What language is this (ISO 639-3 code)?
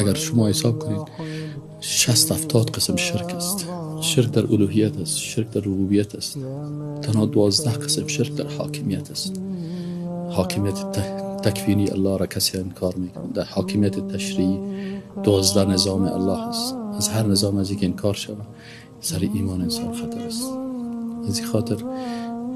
fas